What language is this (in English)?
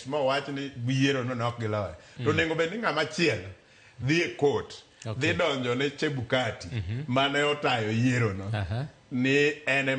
Luo (Kenya and Tanzania)